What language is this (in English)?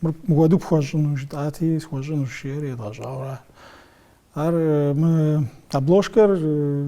Kabardian